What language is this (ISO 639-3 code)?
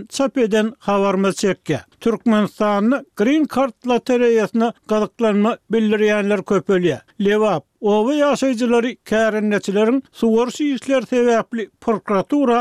tuk